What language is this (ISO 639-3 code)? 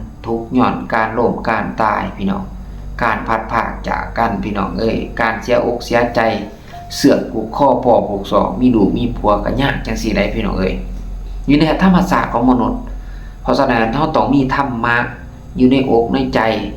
lao